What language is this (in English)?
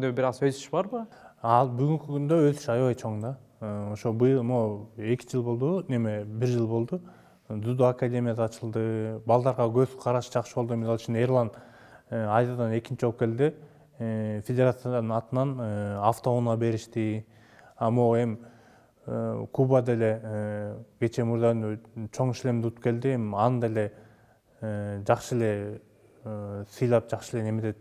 Kyrgyz